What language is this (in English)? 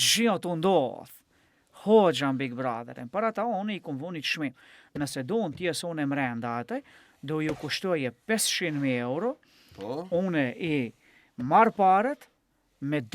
Albanian